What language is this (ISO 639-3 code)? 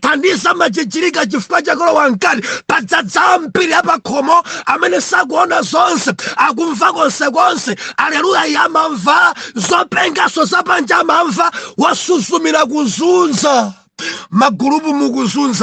nya